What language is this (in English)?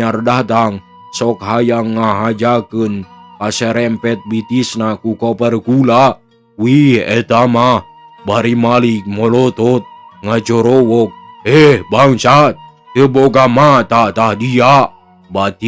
Sundanese